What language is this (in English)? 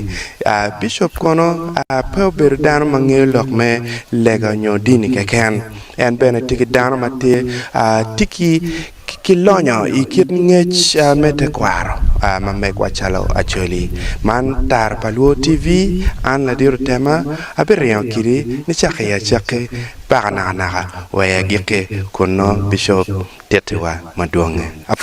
Acoli